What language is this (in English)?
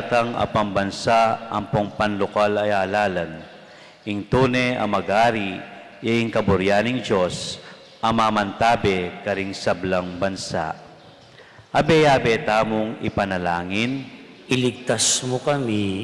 Pampanga